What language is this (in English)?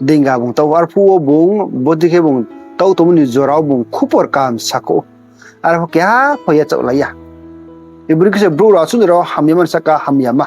Riang (India)